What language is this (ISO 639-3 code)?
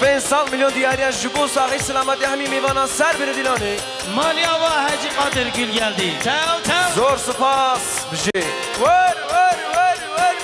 kur